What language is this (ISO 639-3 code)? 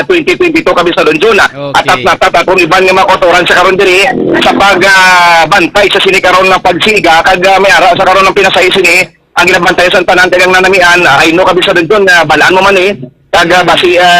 hil